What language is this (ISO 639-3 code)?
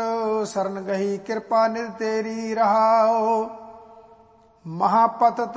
pan